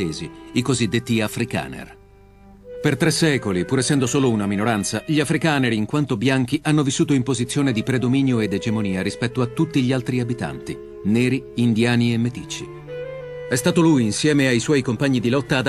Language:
Italian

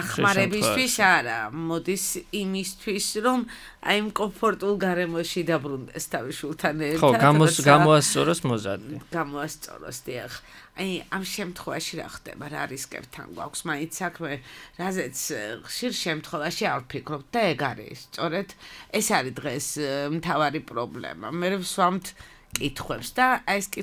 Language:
Georgian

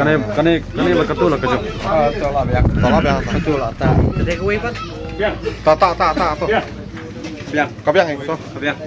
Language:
Khasi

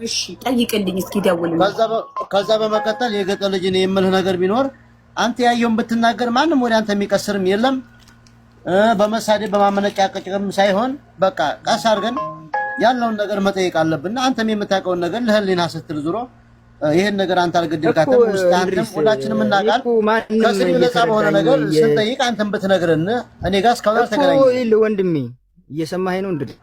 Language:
Amharic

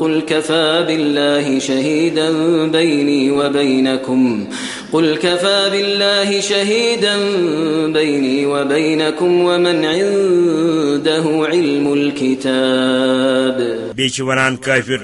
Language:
Kashmiri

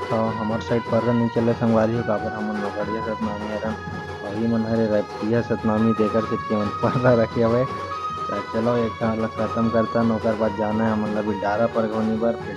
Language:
Chhattisgarhi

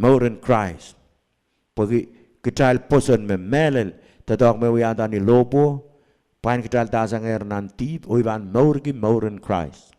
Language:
Pohnpeian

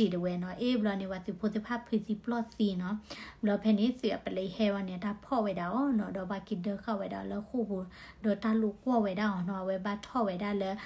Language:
S'gaw Karen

